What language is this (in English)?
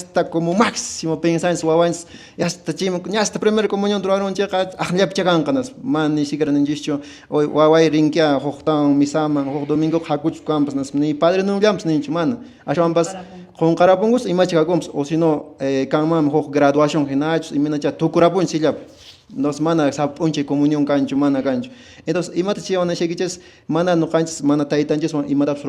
Quechua